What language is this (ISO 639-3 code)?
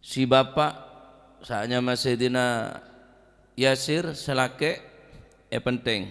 mad